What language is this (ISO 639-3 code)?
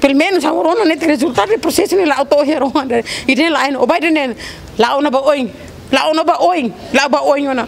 tet